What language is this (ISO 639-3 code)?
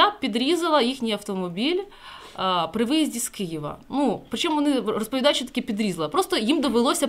ukr